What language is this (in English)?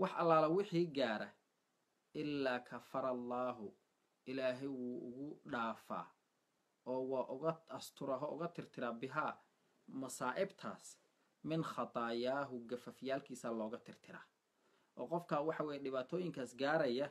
Somali